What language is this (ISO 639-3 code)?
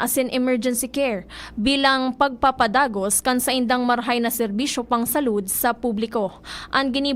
bik